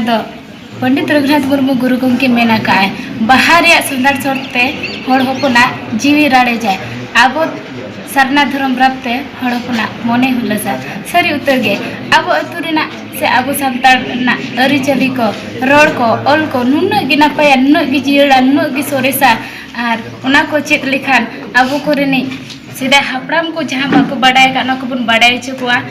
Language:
Santali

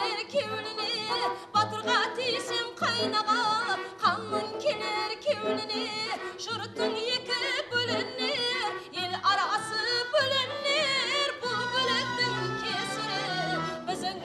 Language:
Kara-Kalpak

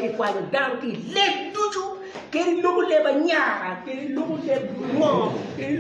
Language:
Acoli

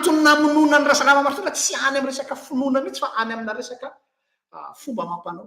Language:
Malagasy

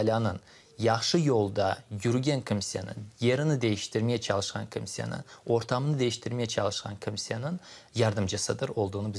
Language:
Crimean Tatar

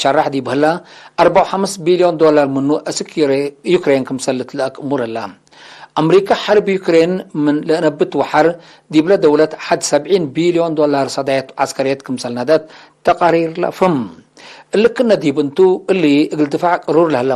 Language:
Tigre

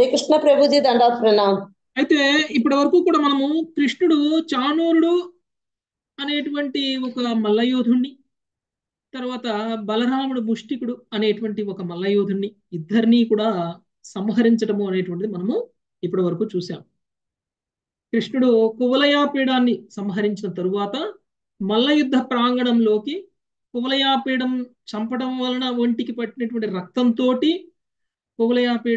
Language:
Telugu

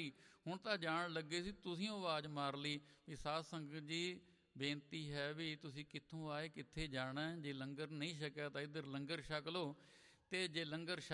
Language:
Punjabi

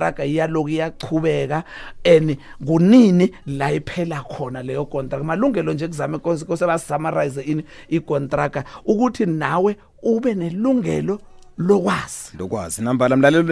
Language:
South Ndebele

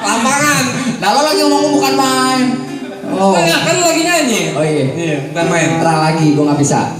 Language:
Betawi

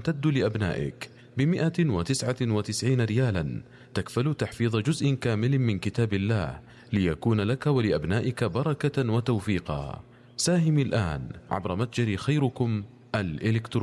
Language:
Arabic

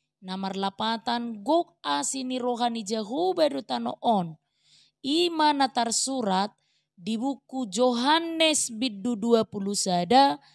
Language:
Batak Toba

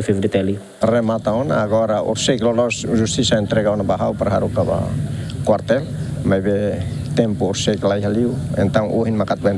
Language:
Tetum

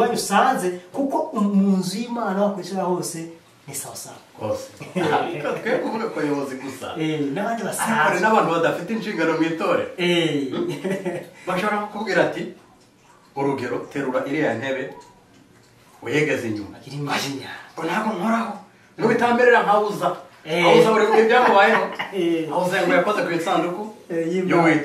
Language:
Kinyarwanda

